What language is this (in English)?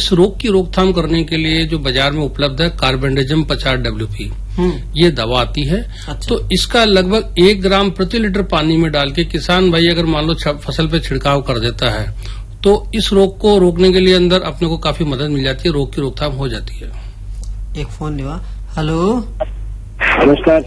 Hindi